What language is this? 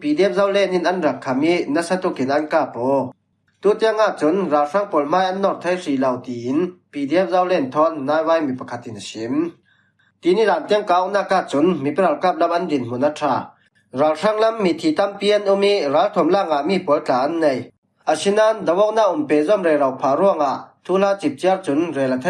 Falam Chin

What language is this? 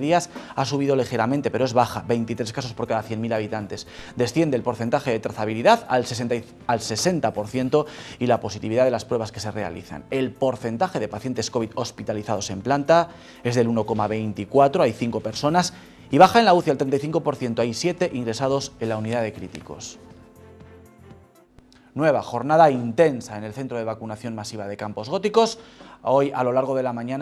Spanish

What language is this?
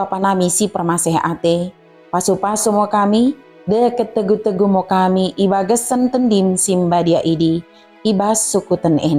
Batak Dairi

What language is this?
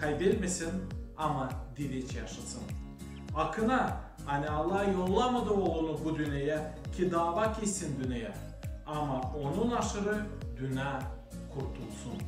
Gagauz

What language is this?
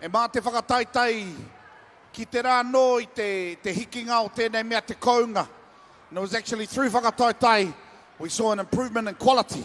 Māori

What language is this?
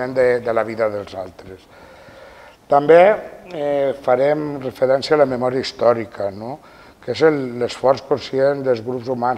Catalan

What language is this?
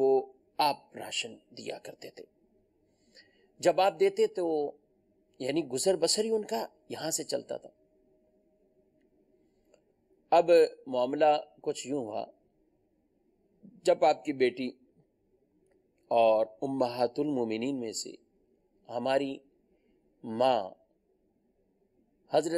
Urdu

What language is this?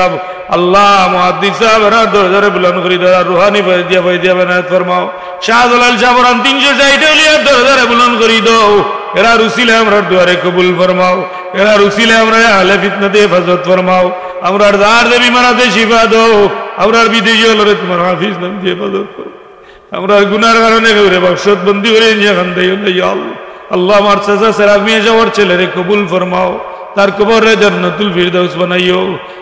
Sylheti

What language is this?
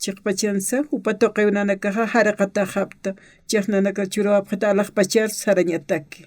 Aymara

